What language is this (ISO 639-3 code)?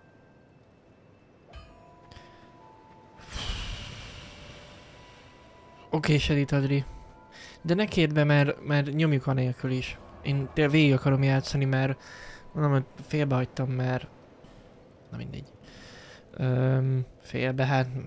hun